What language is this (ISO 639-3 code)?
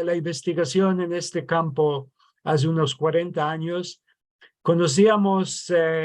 lad